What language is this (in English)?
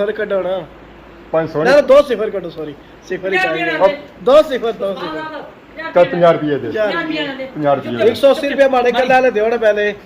Pahari-Potwari